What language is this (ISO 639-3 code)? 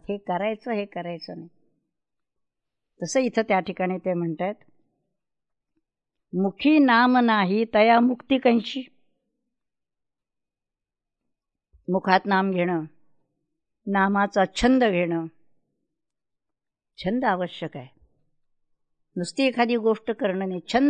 mar